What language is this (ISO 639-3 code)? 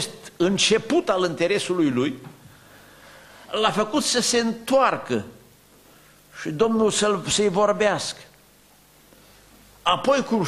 ron